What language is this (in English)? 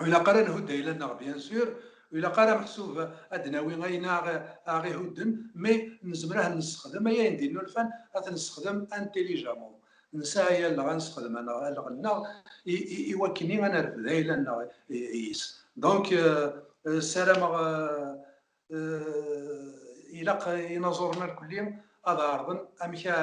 Kabyle